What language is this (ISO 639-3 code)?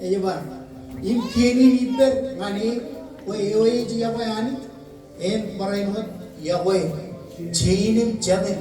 mah